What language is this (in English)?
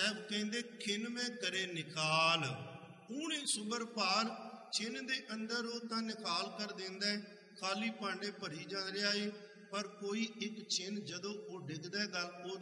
Punjabi